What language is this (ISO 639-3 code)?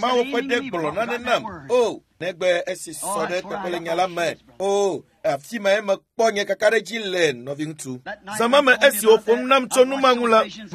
ewe